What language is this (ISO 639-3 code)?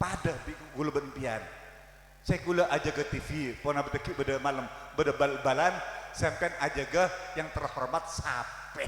mad